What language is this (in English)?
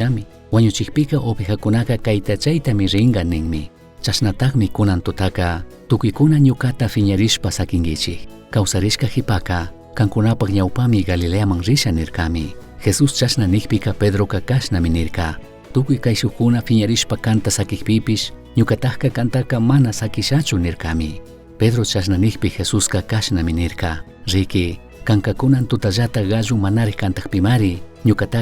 Chimborazo Highland Quichua